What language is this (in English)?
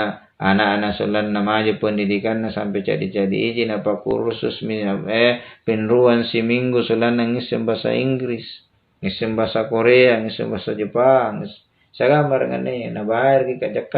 Makasar